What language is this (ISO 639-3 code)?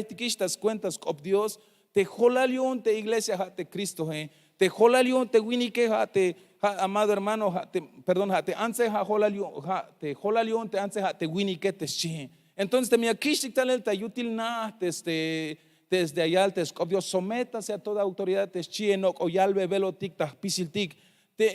tzh